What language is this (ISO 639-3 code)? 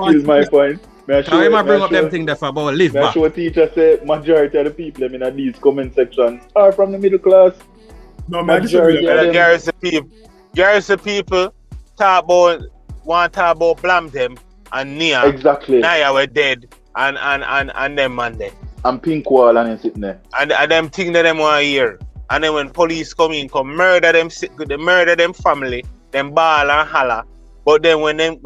jam